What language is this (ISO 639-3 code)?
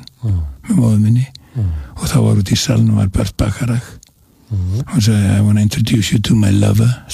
isl